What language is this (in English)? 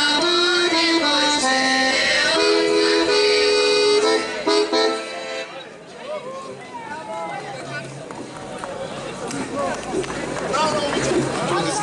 Bulgarian